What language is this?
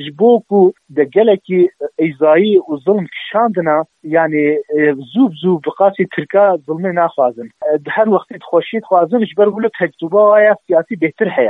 Kurdish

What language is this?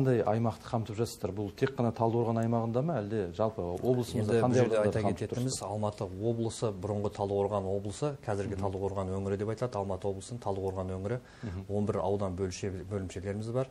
Kazakh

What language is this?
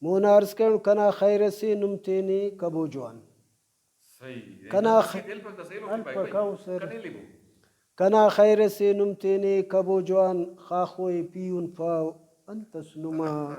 Brahui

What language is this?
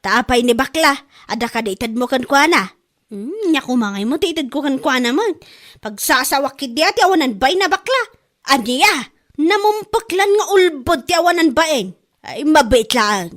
Iloko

